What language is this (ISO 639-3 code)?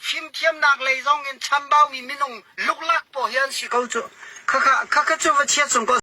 cnh